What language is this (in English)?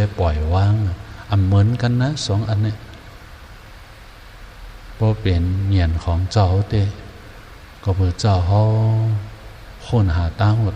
Shan